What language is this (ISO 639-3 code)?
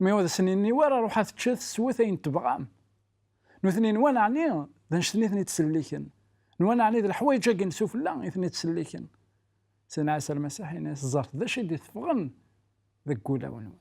kab